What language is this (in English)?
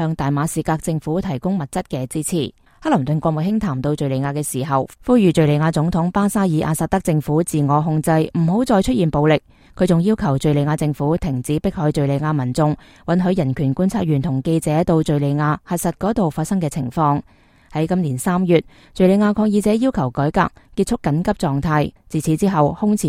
Cantonese